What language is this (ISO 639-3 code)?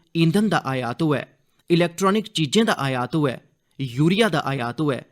doi